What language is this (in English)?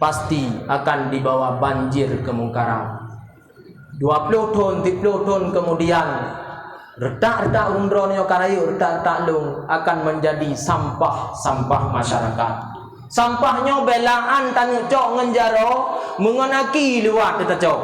Achinese